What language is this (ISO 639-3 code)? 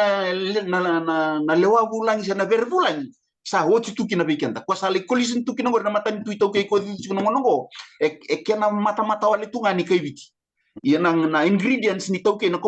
fij